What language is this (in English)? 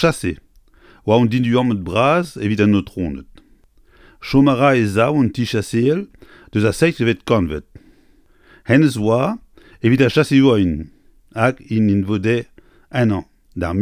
Breton